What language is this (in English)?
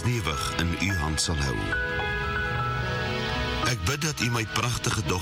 Afrikaans